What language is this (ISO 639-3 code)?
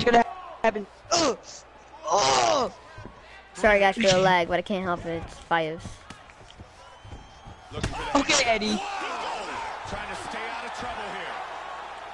eng